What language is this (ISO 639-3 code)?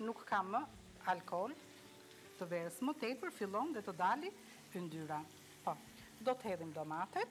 sqi